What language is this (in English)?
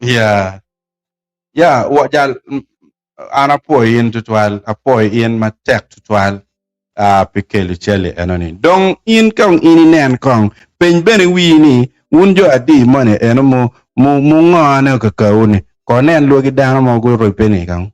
Acoli